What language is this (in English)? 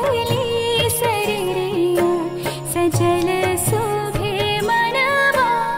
Bhojpuri